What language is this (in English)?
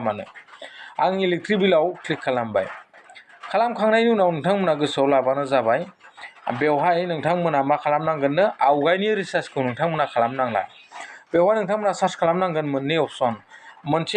Bodo